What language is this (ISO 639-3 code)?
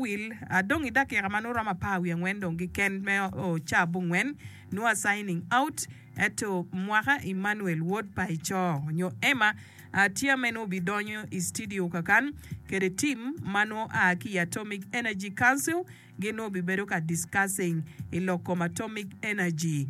ach